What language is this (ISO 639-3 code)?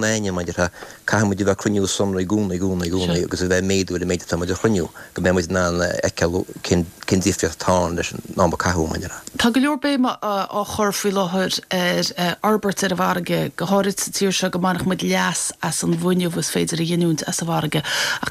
gle